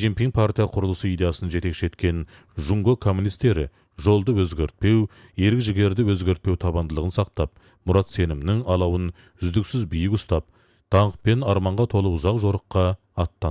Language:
Kazakh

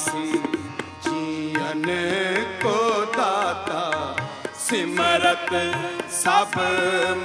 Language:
Punjabi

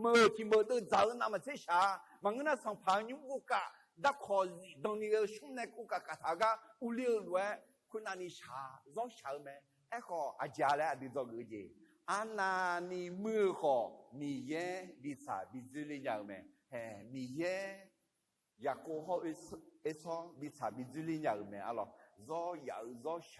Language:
Akha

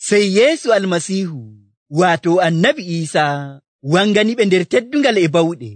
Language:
Nigerian Fulfulde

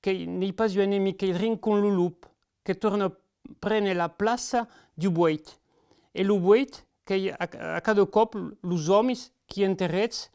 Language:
Occitan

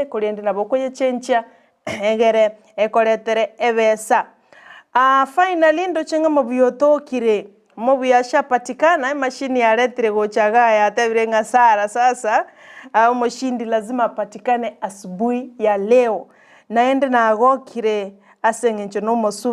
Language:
Gusii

